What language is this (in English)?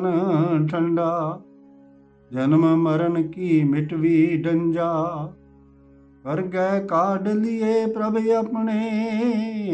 Punjabi